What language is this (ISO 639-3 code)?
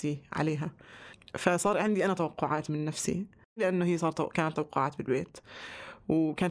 apc